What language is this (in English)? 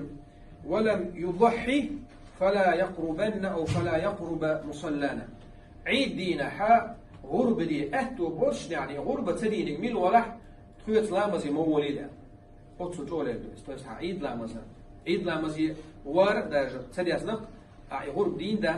Chechen